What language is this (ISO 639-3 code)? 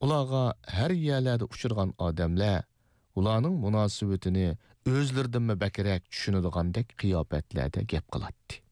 uig